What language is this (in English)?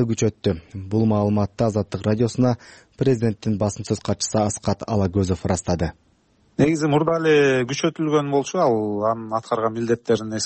Kyrgyz